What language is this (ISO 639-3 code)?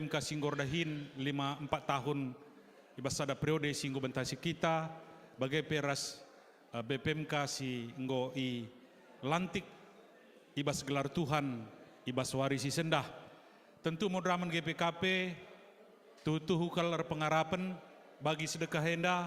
btx